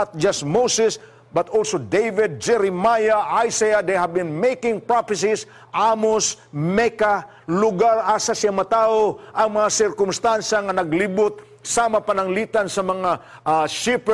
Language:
Cebuano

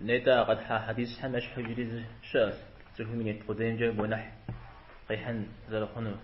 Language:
Kabardian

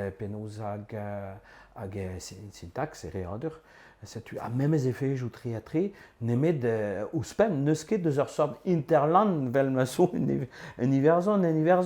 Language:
Breton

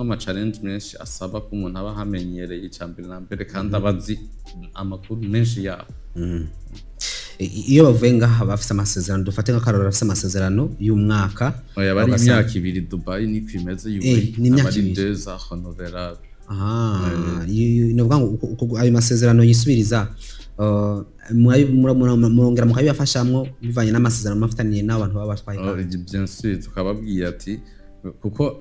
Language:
Rundi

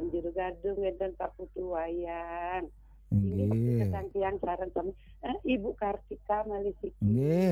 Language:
Balinese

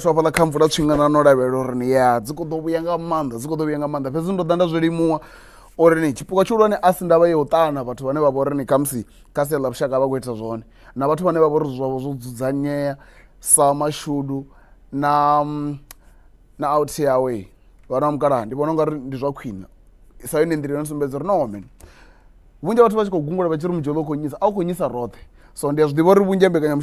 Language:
Venda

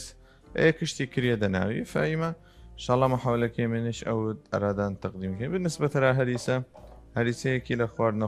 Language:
Southern Kurdish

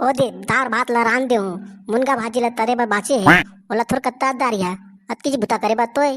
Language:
Chhattisgarhi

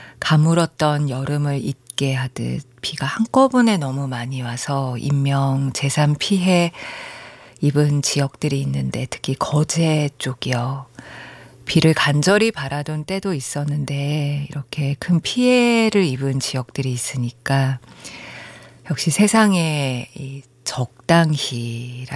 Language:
Korean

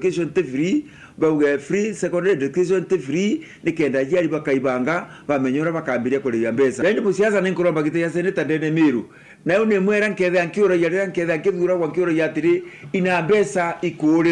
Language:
Meru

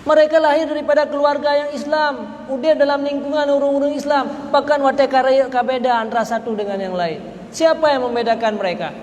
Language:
Achinese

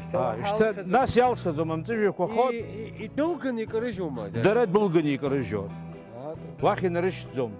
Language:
Abkhazian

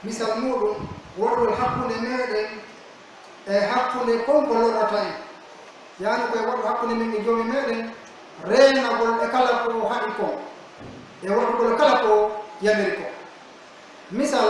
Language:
Pular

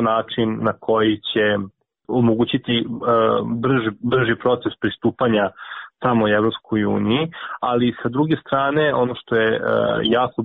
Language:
Serbian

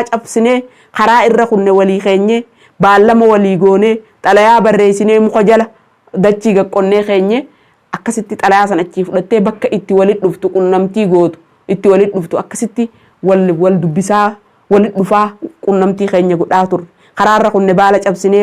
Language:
Oromo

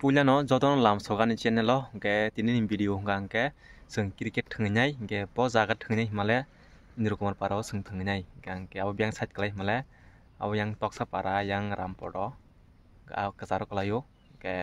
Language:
Kok Borok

